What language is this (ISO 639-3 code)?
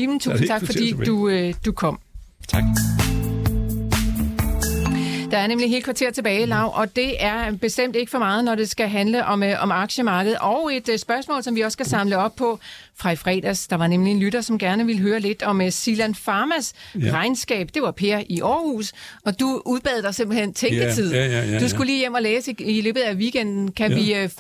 dan